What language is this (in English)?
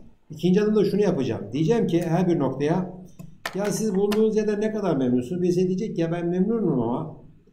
Turkish